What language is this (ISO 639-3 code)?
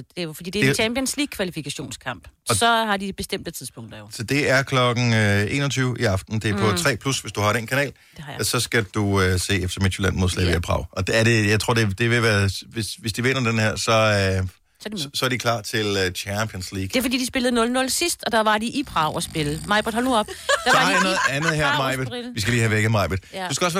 dan